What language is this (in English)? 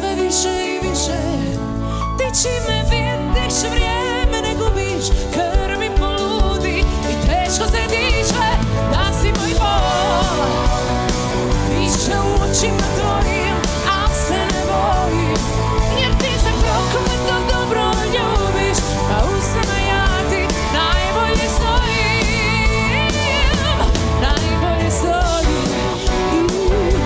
Croatian